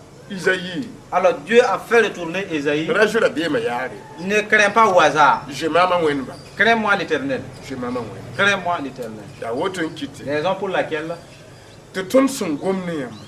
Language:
Mossi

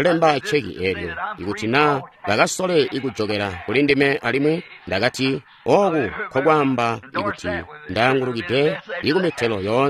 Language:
Tonga (Zambia)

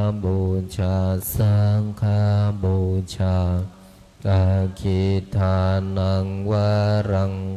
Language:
Pali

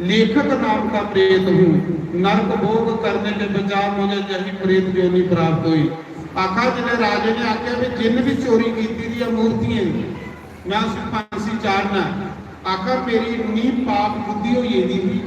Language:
Dogri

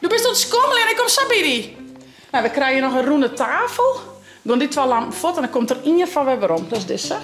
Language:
Western Frisian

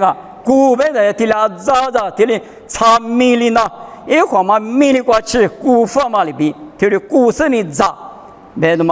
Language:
Lisu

